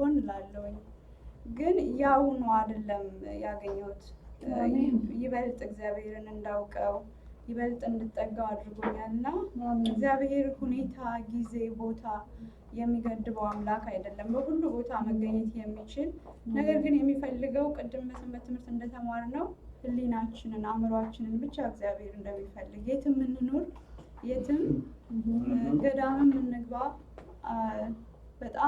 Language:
Amharic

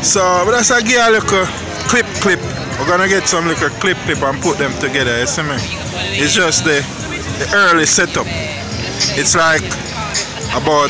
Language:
Jamaican Creole English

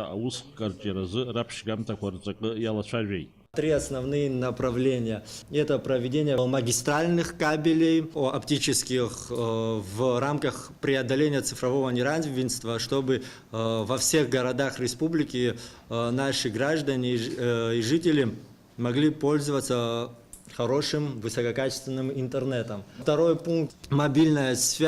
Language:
Abkhazian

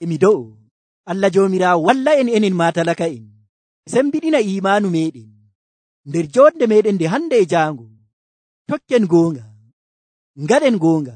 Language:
Nigerian Fulfulde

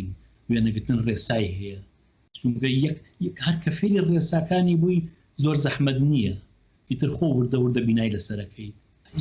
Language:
Central Kurdish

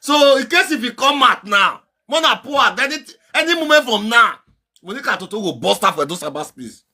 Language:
Nigerian Pidgin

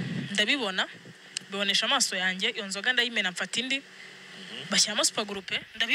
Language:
Kinyarwanda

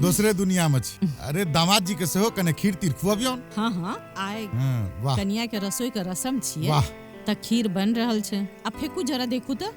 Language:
Maithili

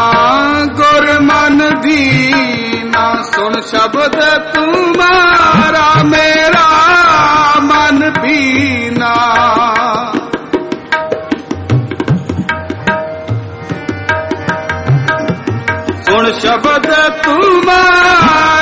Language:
Punjabi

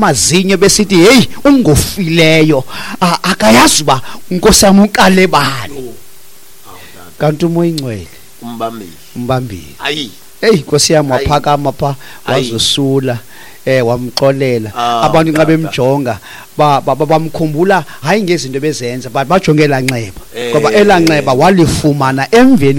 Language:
Xhosa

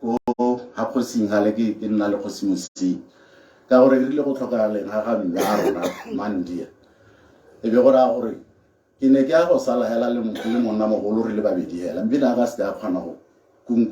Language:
Tswana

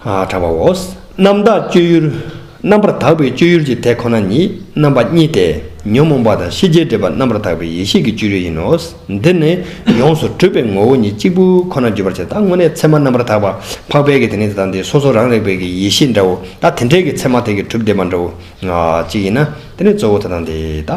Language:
Tibetan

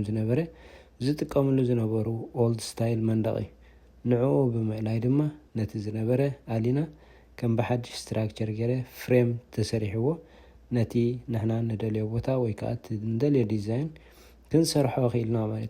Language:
Tigrinya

